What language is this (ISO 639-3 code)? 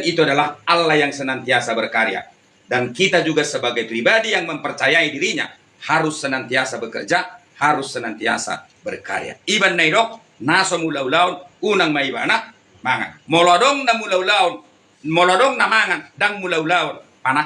bbc